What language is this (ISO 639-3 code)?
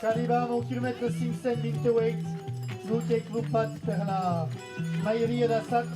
oci